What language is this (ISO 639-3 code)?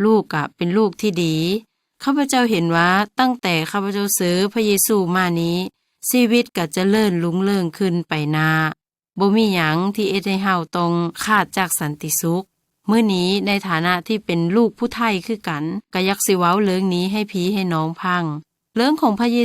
lao